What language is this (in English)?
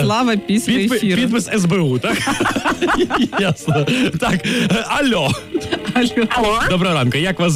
Ukrainian